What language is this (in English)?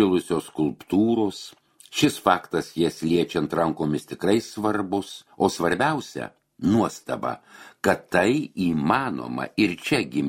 Lithuanian